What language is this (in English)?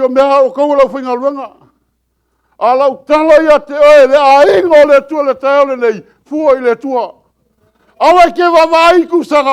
Samoan